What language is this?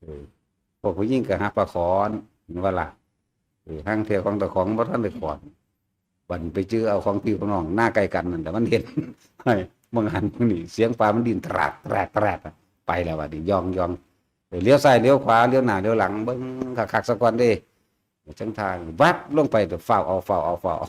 Northeastern Thai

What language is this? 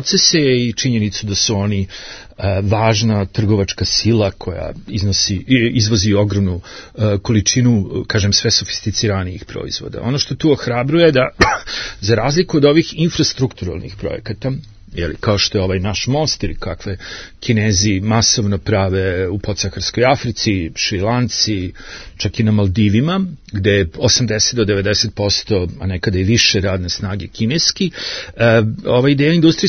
Serbian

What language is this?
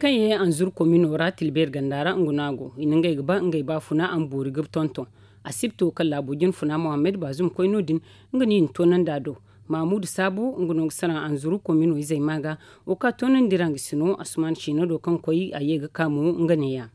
Zarma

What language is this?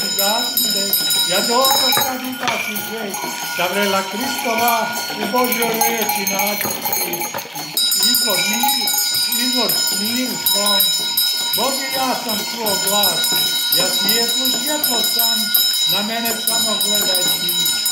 Croatian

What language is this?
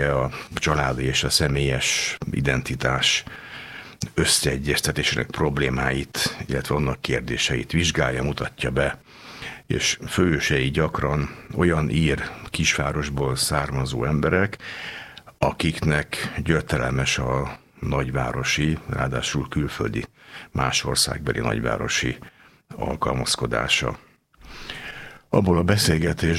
Hungarian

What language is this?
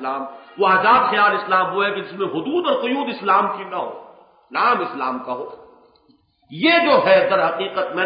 Urdu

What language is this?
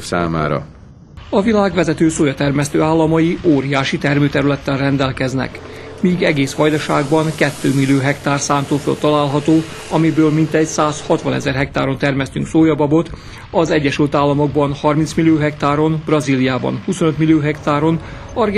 Hungarian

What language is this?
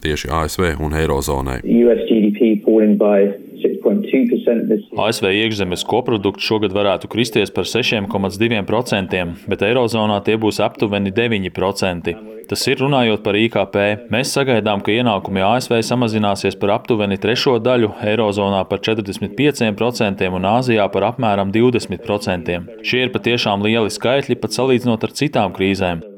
Latvian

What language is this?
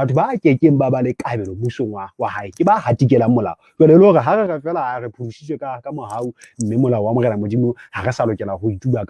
Southern Sotho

